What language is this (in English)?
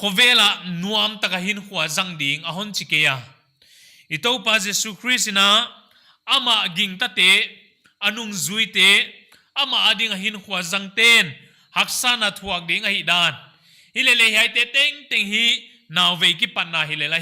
Paite Chin